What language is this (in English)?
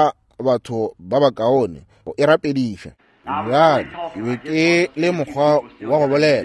Northern Sotho